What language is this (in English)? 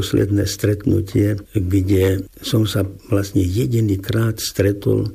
Slovak